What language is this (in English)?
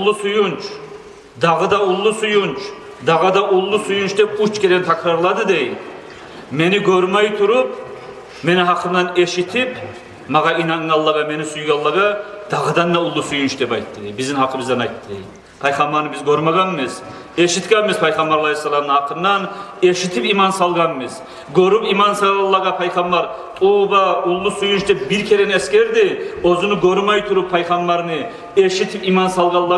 Kumyk